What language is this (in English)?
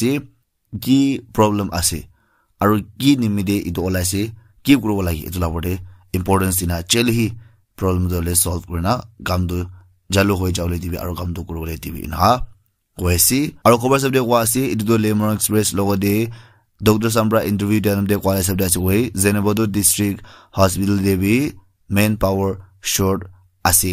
Naga Pidgin